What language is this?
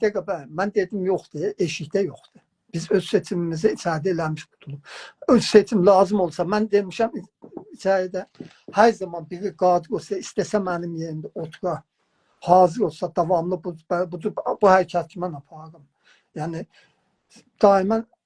South Azerbaijani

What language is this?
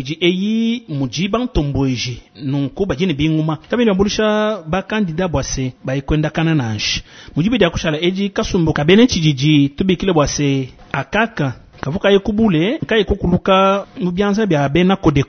Luba-Lulua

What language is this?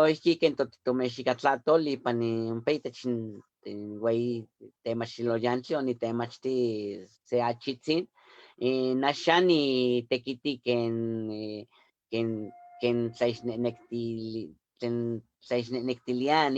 Eastern Huasteca Nahuatl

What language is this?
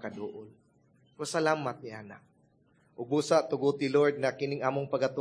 Cebuano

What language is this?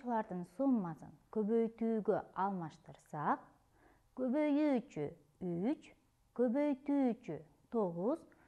Kyrgyz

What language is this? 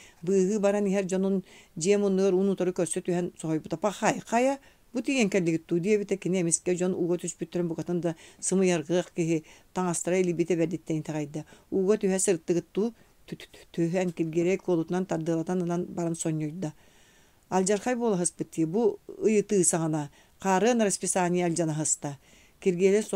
Yakut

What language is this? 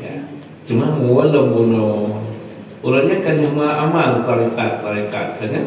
Achinese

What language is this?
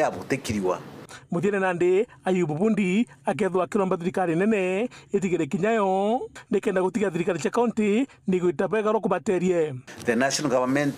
Meru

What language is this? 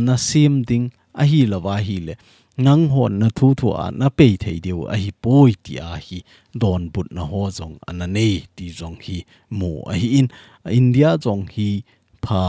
Thado Chin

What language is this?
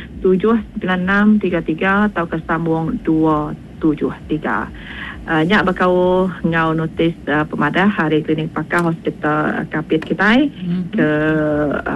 Iban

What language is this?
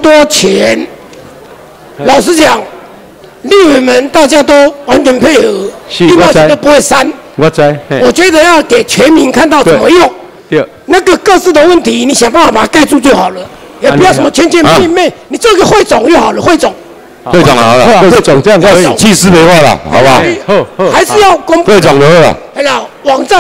Chinese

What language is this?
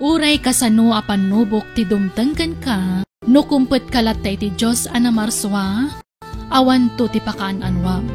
Iloko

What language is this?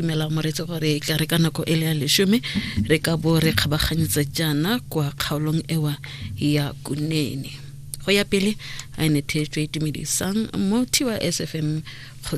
Tswana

